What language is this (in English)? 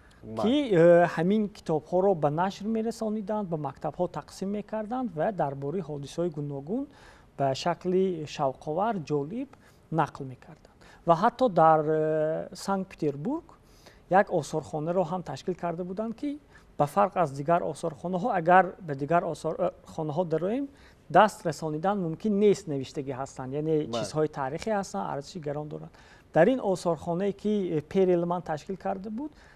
Tajik